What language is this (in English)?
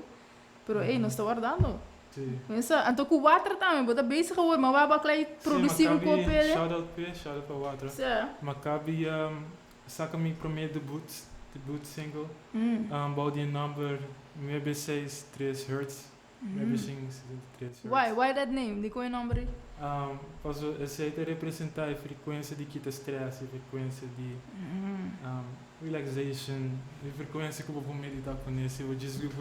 Papiamento